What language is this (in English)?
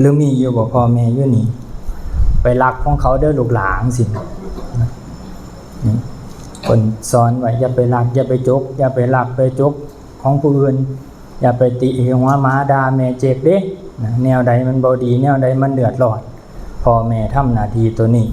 Lao